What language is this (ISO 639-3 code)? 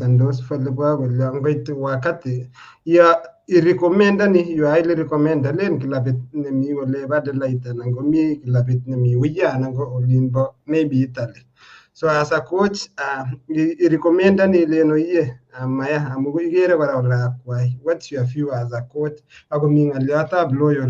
kln